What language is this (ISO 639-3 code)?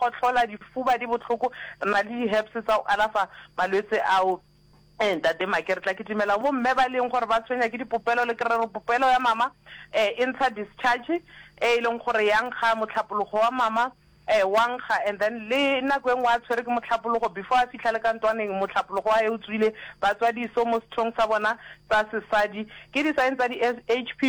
nso